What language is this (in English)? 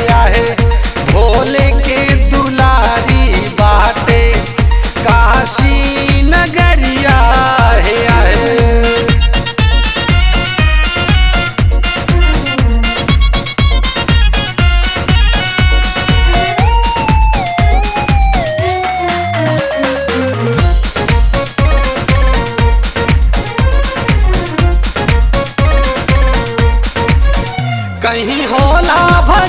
Bhojpuri